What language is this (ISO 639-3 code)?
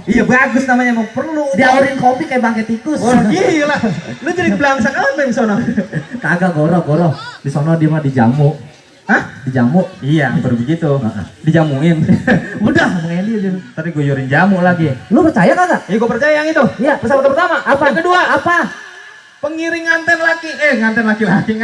bew